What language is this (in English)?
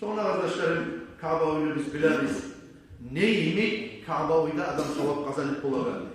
Kumyk